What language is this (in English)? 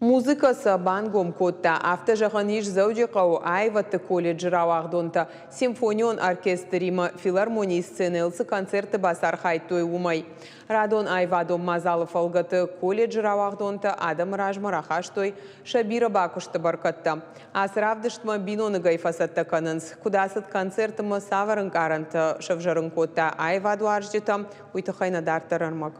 Ossetic